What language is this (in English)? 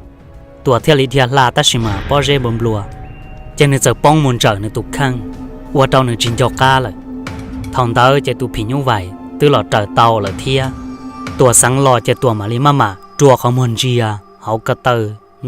Hmong